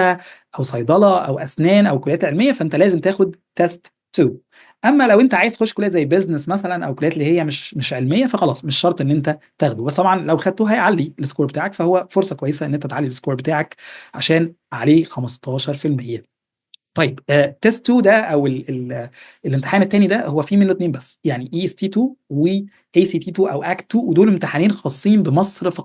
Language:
Egyptian Arabic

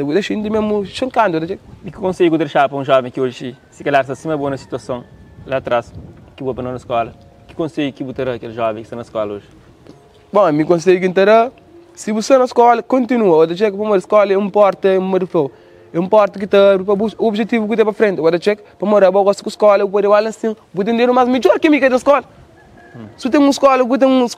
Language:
Kabuverdianu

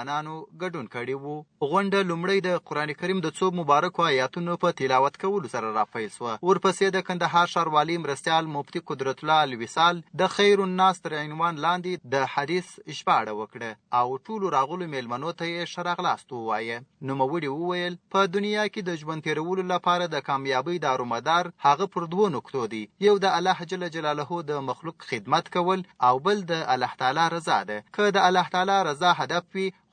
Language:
Pashto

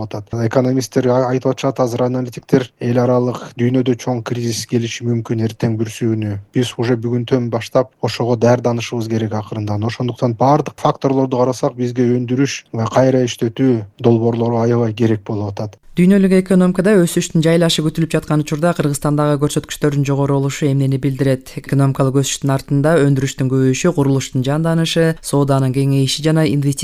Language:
Kyrgyz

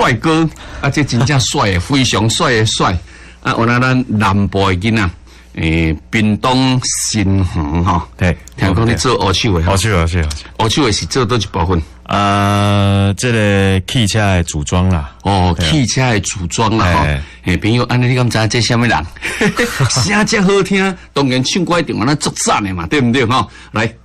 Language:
Min Nan Chinese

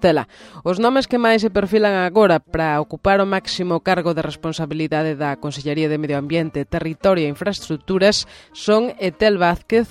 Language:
Galician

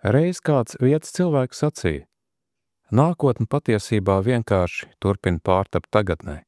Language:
Latvian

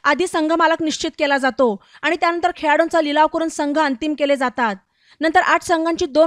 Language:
Marathi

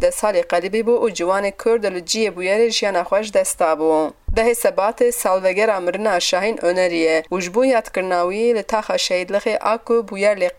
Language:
Kurdish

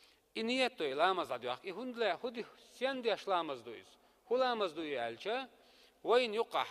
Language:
Chechen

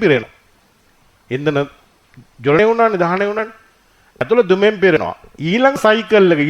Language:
Sinhala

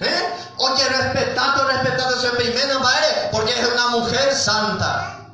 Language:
Guarani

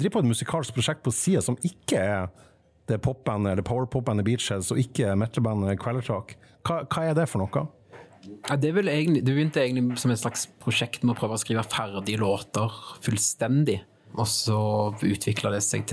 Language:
Norwegian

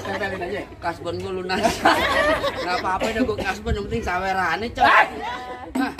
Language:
Betawi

